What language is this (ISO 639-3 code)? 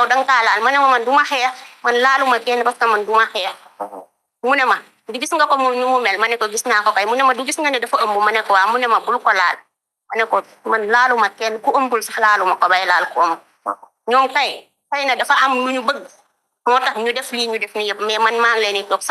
wol